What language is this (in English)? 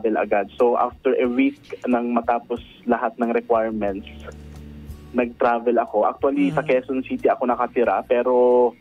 Filipino